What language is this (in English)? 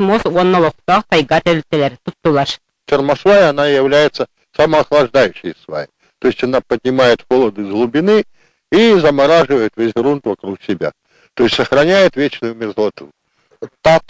Yakut